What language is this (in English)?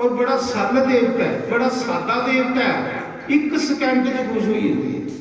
Dogri